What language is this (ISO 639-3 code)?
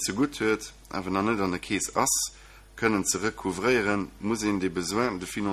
ltz